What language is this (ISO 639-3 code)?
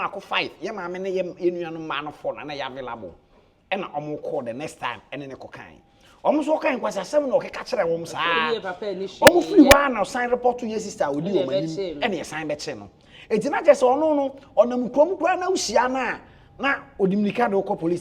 aka